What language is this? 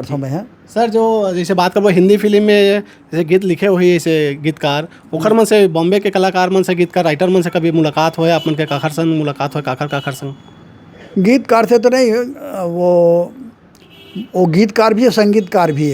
Chhattisgarhi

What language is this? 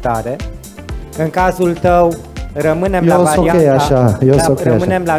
Romanian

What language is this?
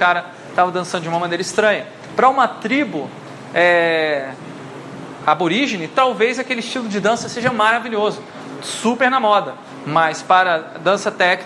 Portuguese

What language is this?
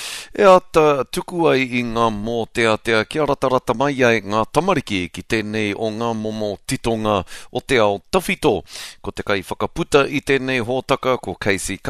Māori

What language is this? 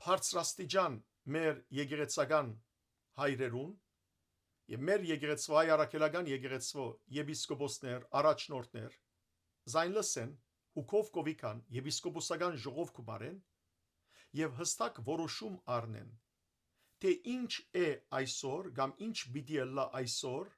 Western Armenian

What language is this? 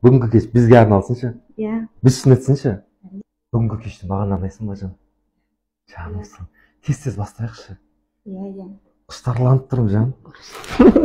Kazakh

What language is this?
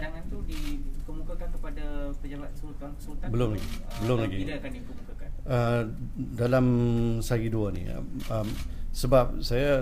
Malay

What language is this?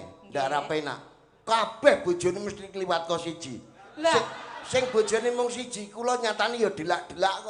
Javanese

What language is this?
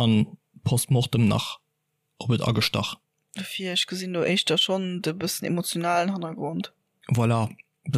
Luxembourgish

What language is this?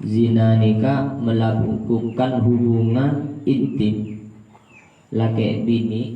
Madurese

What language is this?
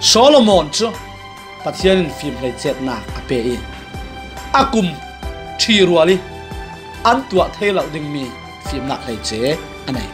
Falam Chin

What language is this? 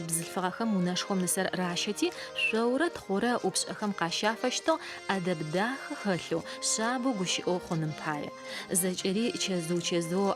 Adyghe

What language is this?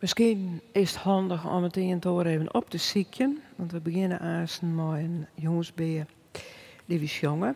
Western Frisian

